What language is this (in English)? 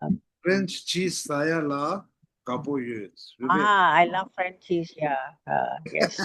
Tibetan